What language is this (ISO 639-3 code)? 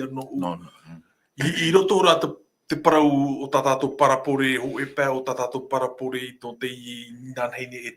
tah